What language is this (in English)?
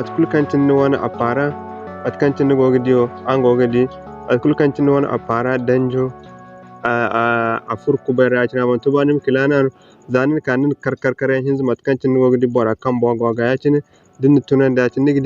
Zarma